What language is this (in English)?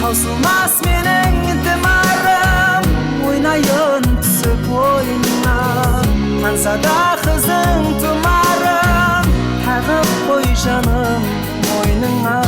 Kara-Kalpak